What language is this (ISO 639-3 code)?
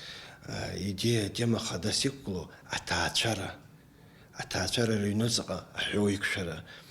abk